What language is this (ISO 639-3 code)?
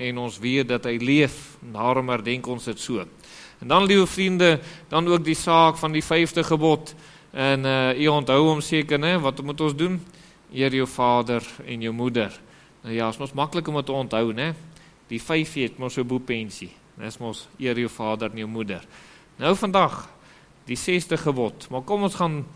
afr